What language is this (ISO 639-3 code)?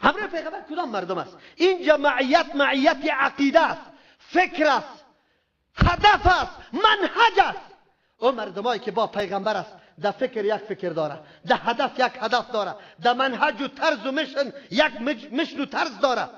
fas